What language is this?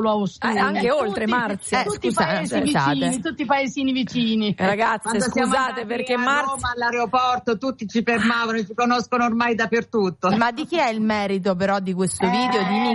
Italian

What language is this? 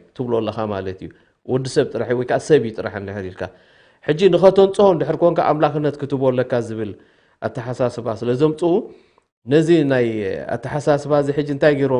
Tigrinya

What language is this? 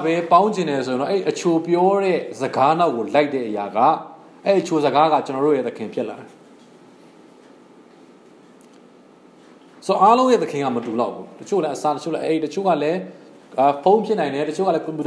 Burmese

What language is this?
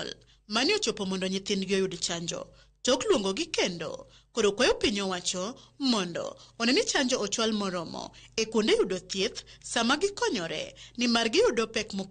Luo (Kenya and Tanzania)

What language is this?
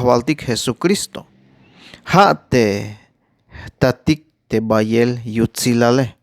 Tzeltal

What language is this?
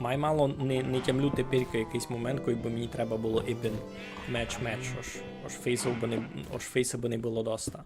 Rusyn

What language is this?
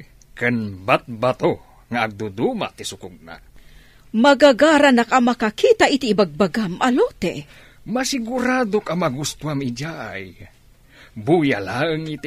Iloko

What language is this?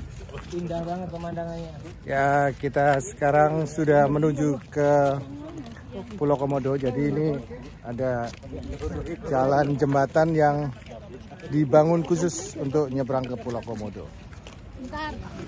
Indonesian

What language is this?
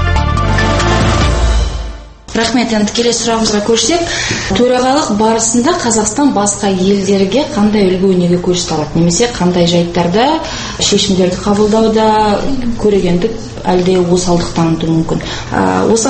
Kazakh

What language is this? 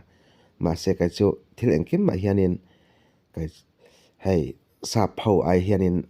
Mizo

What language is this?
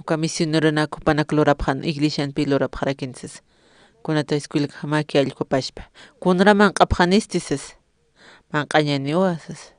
Aymara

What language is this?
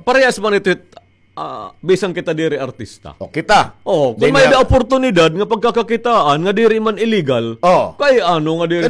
Waray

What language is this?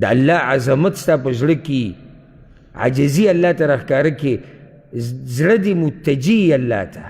Pashto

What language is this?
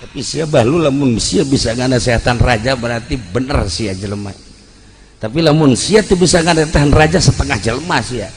Sundanese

